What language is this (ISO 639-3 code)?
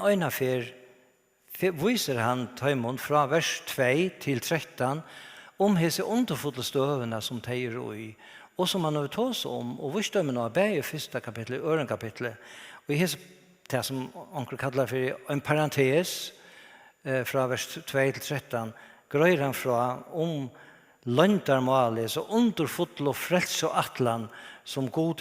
fao